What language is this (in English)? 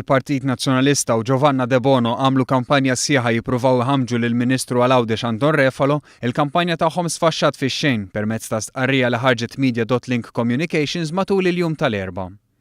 Maltese